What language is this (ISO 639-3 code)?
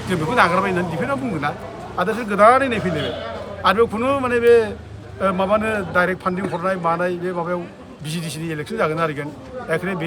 brx